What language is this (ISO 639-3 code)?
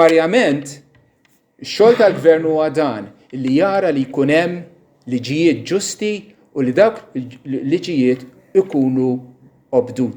mlt